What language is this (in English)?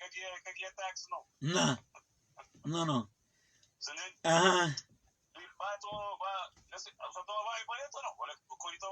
Kabuverdianu